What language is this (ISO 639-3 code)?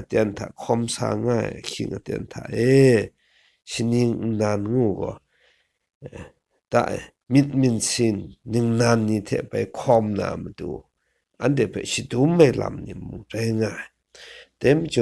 kac